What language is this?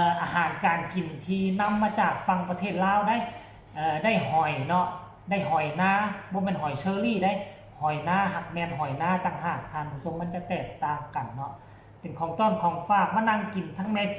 Northeastern Thai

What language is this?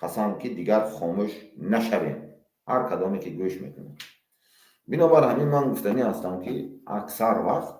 Tajik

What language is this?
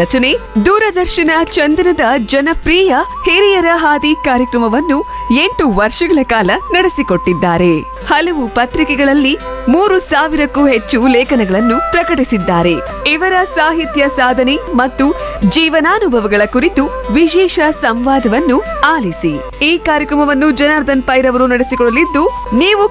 Kannada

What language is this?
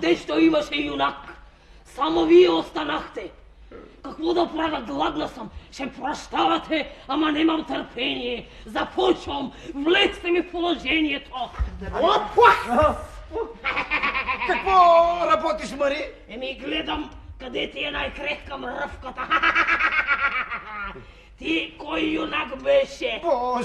Bulgarian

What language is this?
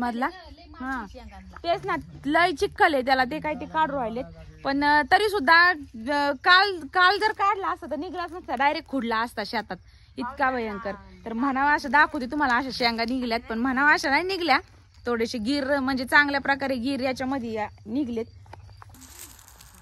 Marathi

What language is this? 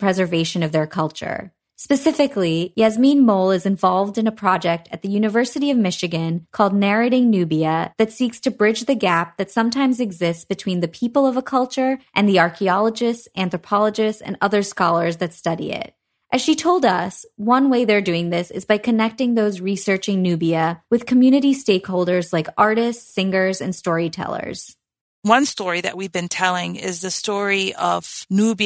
English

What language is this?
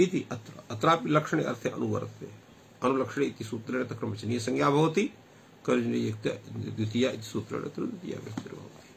Sanskrit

